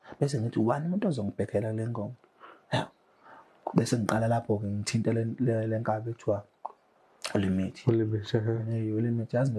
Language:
Zulu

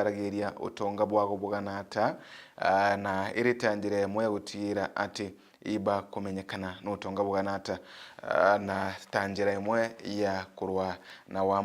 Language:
Meru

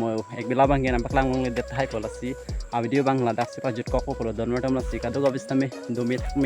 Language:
Karbi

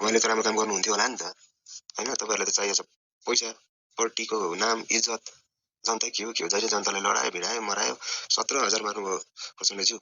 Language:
Nepali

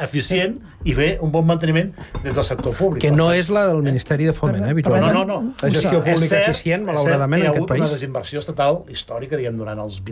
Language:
Catalan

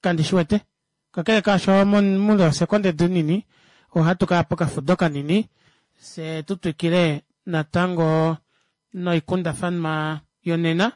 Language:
Kuanyama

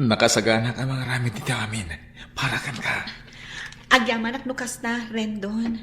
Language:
Iloko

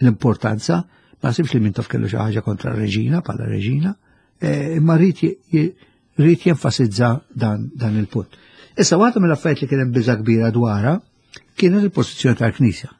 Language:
Maltese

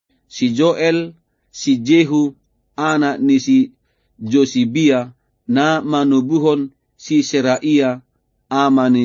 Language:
Batak Toba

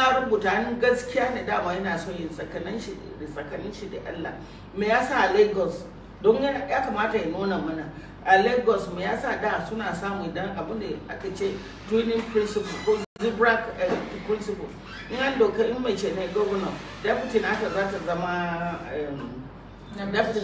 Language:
Hausa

